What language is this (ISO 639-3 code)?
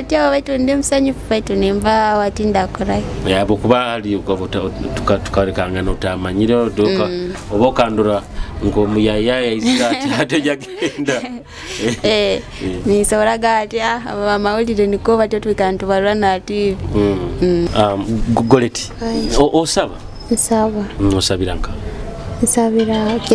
nyo